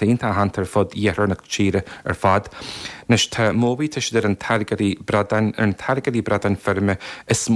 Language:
Irish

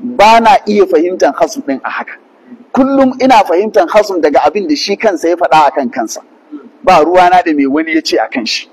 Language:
Hausa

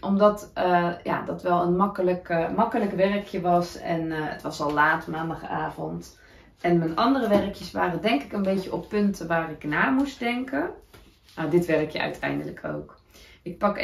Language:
Dutch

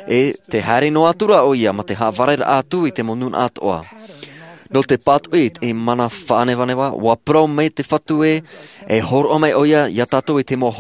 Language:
Tahitian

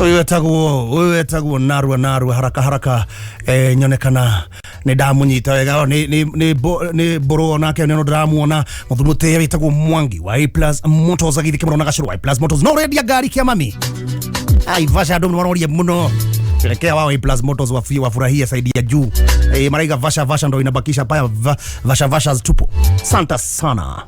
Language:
Kikuyu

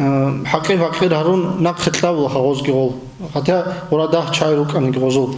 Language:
Avaric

